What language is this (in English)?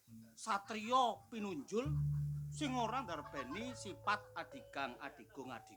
Javanese